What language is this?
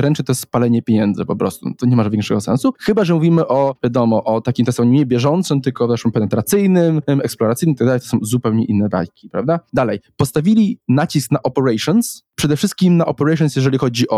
Polish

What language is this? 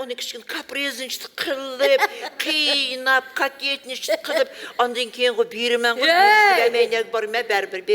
Uyghur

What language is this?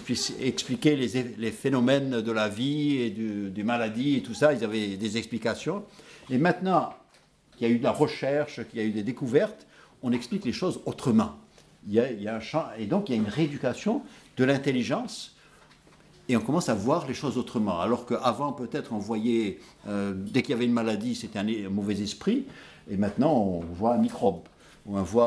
French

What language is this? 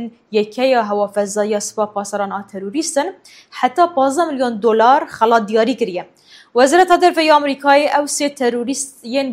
Kurdish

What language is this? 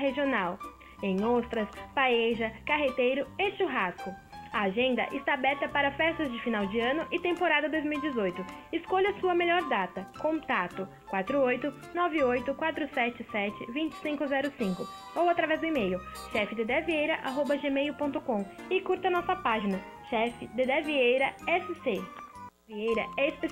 Portuguese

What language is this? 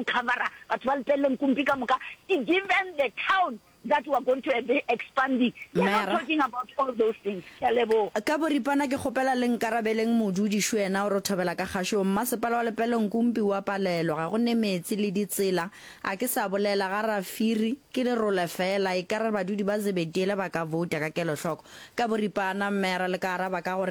Northern Sotho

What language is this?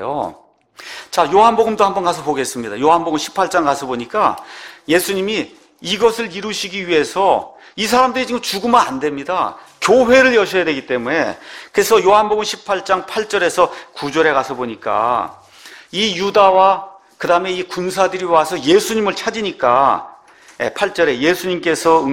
Korean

